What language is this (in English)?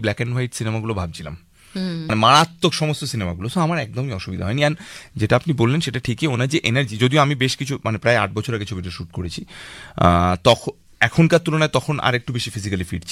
Bangla